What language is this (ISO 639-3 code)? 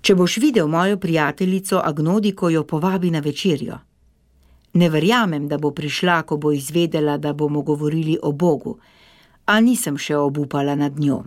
slv